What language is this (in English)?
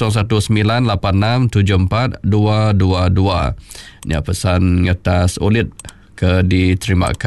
Iban